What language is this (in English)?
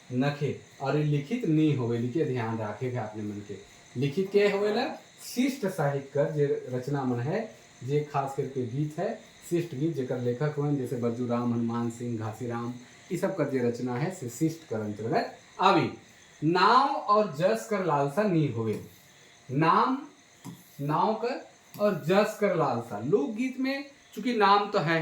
Sadri